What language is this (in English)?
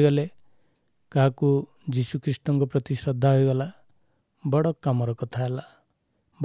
Odia